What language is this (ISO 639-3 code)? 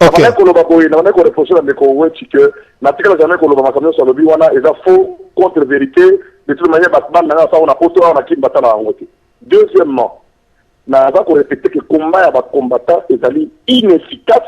lin